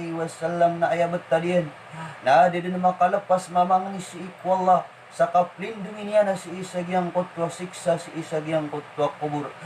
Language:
Maranao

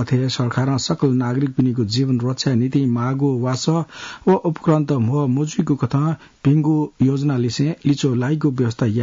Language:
Newari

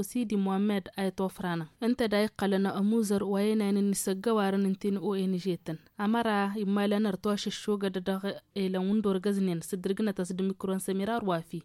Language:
Tamasheq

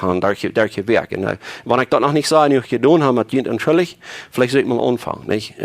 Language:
Plautdietsch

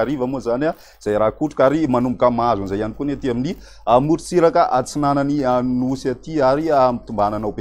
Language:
Malagasy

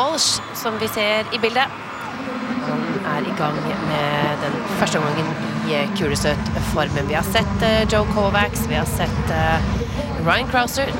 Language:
Norwegian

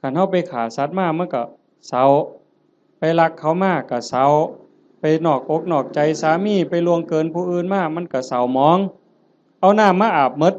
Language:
Northeastern Thai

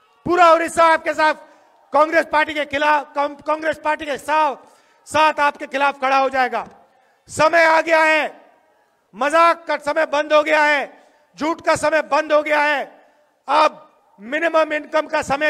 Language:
Hindi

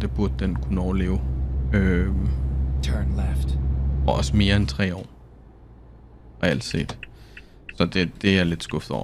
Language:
Danish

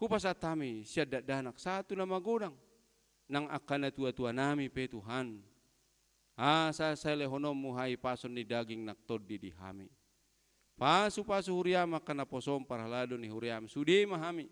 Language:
Batak Toba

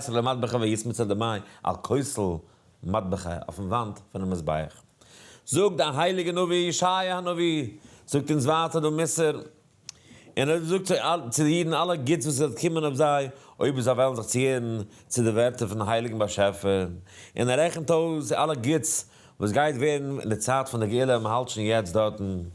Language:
Yiddish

